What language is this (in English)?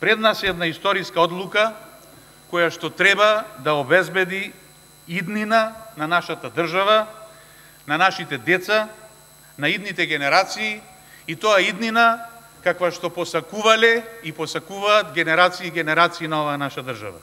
Macedonian